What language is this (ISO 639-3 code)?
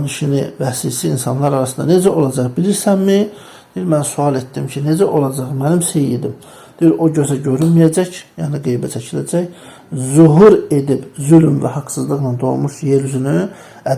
aze